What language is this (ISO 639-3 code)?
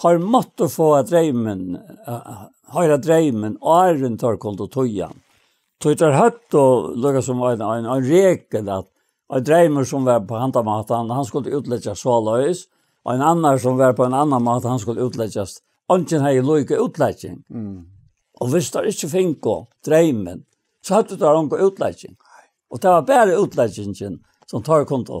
fao